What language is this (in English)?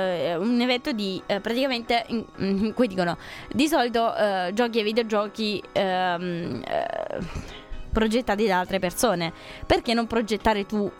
Italian